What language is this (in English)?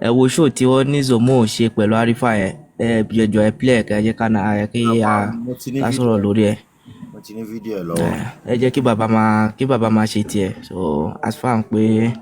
Yoruba